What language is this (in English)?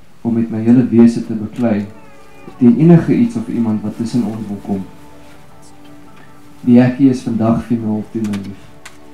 Afrikaans